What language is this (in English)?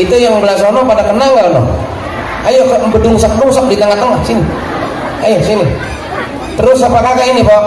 Betawi